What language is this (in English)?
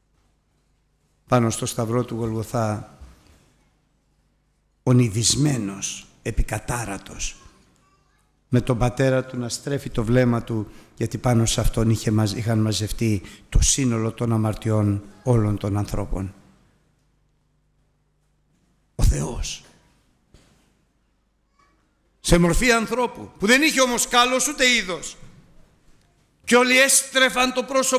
Greek